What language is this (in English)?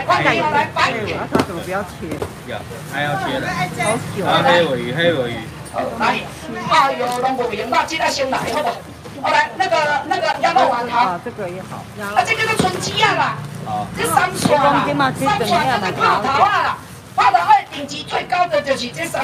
Min Nan Chinese